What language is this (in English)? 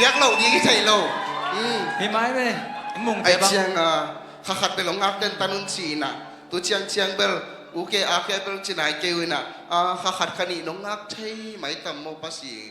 Tedim Chin